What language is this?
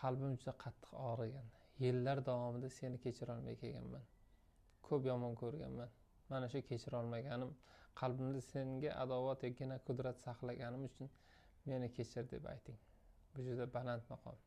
Uzbek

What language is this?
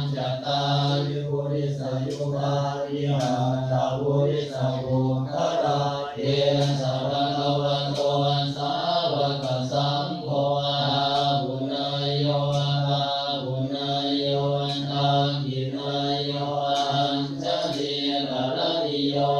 Pali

